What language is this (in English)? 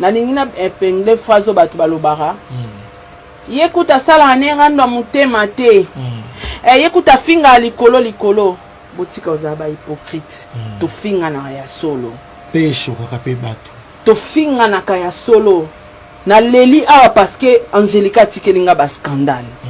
Lingala